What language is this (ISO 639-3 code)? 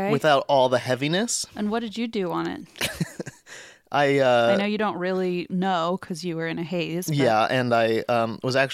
eng